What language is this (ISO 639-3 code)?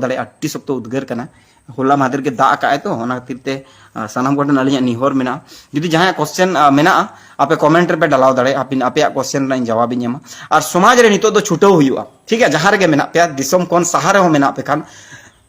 sat